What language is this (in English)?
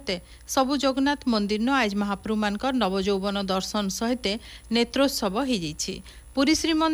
Odia